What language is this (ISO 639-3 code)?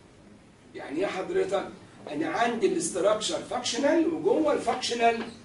arz